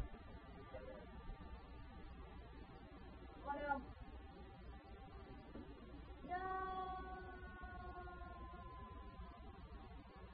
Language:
English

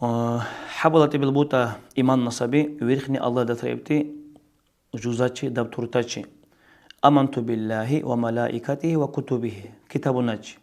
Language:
Dargwa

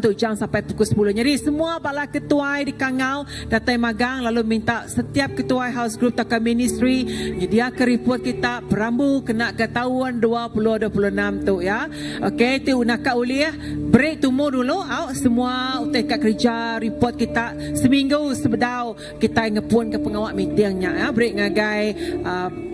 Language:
Iban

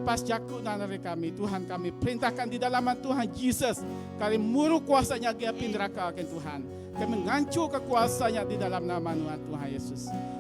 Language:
Iban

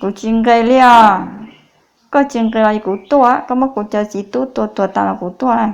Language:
Hmong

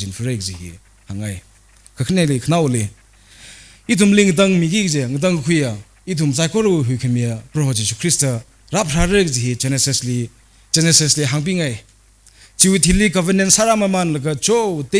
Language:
Tangkhul Naga (India)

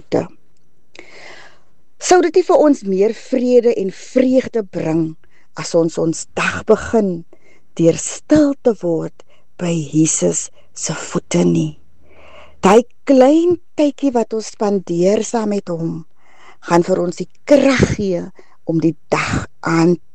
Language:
Afrikaans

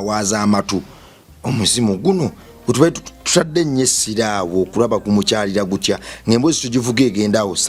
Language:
Ganda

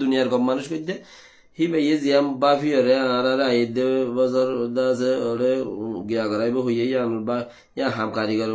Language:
Rohingya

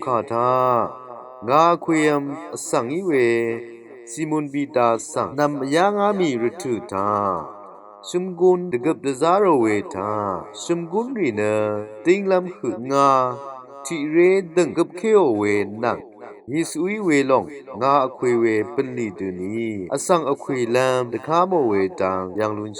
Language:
Rawang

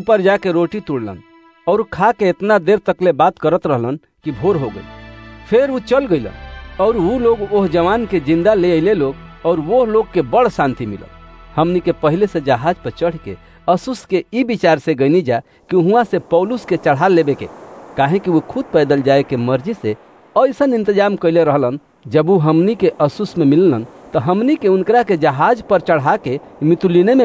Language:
Bhojpuri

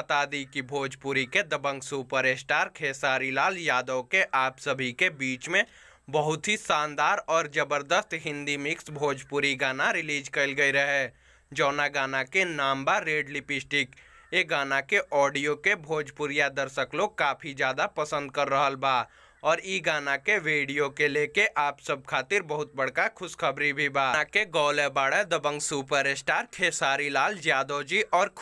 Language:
Bhojpuri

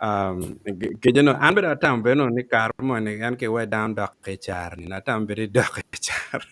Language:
Acoli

